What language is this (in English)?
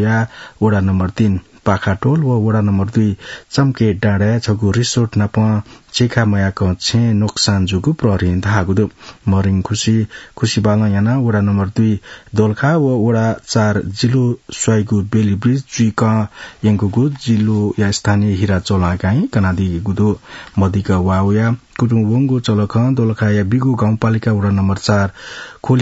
Newari